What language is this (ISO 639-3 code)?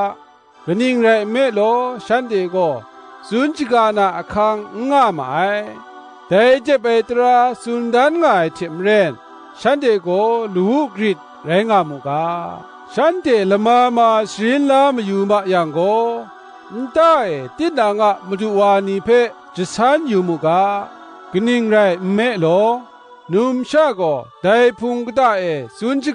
kac